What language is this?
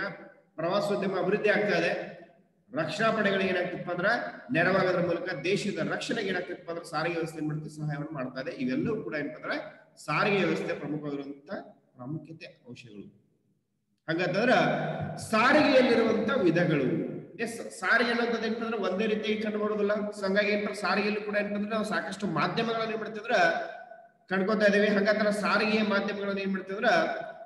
Kannada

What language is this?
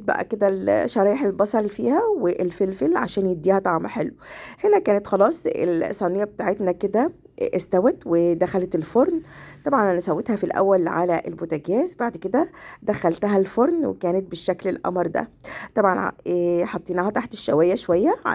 Egyptian Arabic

